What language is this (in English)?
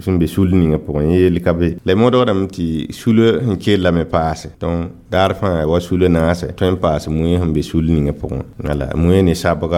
Mossi